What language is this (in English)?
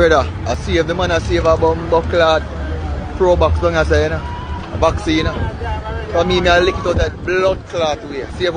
Jamaican Creole English